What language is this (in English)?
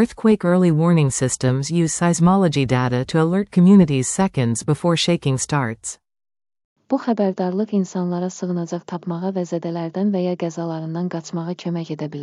Azerbaijani